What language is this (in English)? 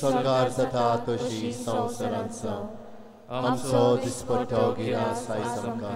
Konkani